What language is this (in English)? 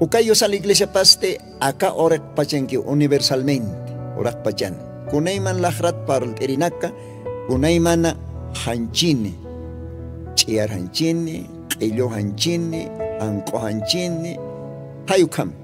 Aymara